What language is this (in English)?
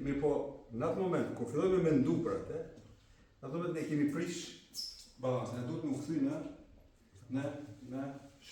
Albanian